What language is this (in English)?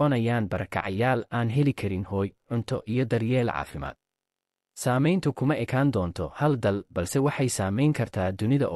Somali